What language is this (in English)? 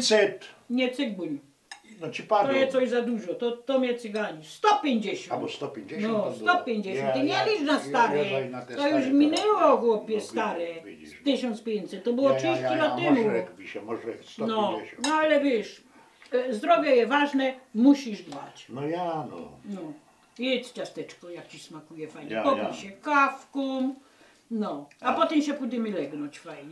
Silesian